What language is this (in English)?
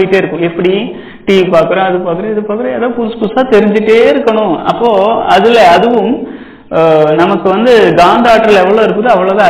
Tamil